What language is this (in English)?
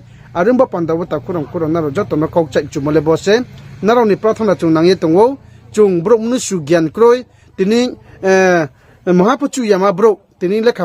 Riang (India)